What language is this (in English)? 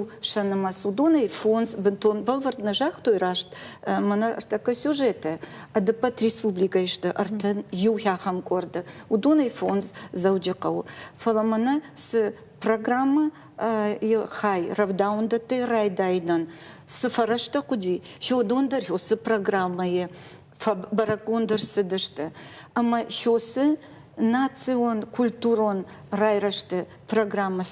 Ossetic